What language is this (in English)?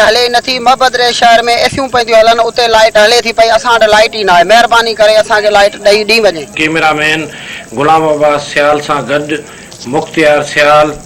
Sindhi